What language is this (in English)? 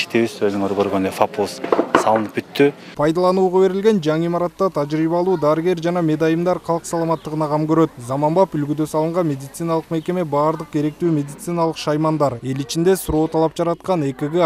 Kyrgyz